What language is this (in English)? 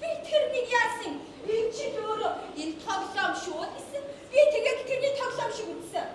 Mongolian